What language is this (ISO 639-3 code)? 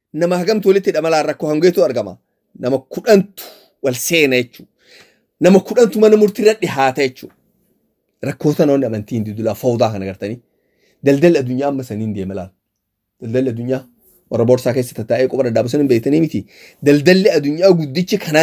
orm